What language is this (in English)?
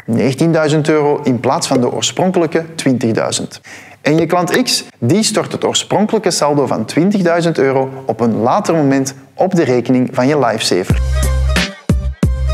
Dutch